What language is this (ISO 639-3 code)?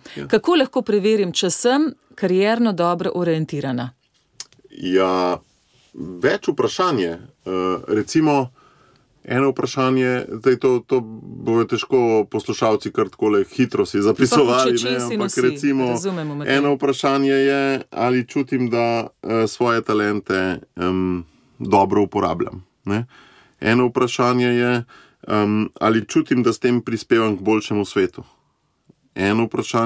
slv